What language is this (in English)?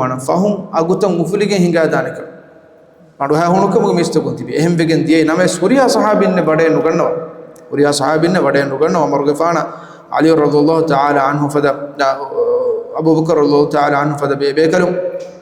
Divehi